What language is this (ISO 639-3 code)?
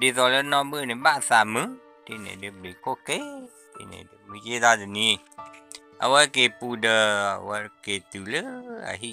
ksw